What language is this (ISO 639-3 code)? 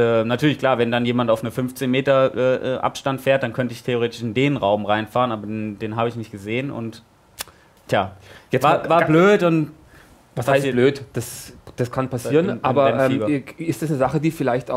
deu